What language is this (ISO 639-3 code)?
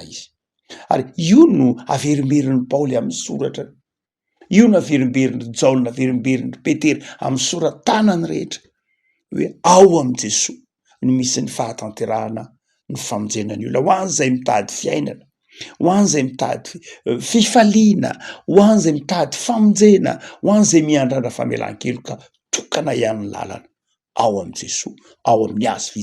mlg